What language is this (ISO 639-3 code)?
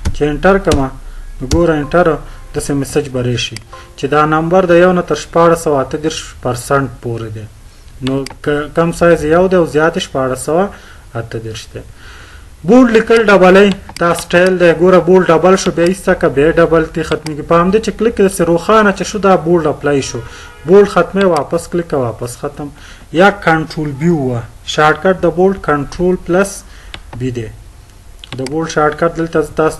pus